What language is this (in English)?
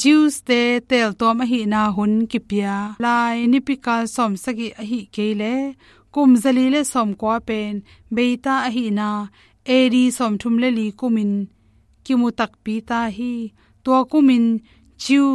Tedim Chin